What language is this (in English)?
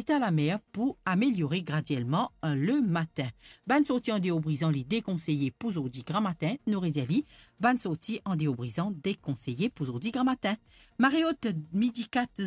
Morisyen